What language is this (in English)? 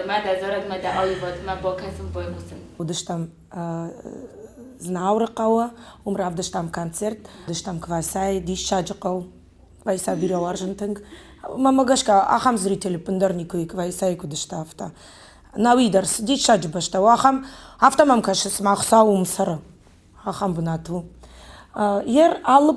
Ossetic